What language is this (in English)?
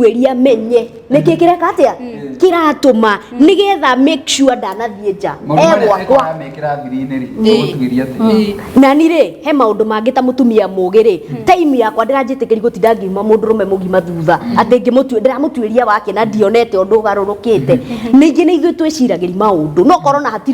Kikuyu